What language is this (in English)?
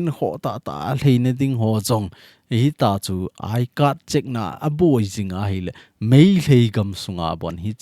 Thado Chin